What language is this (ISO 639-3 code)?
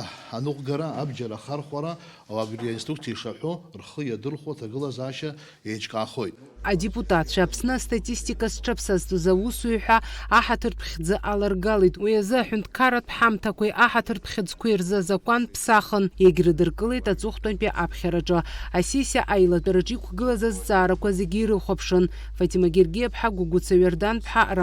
abk